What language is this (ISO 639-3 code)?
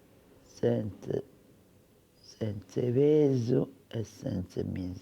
srd